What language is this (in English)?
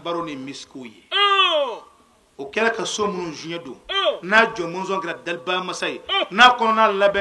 Bambara